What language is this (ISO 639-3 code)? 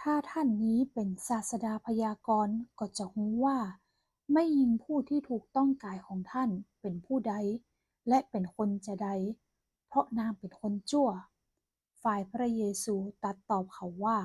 nod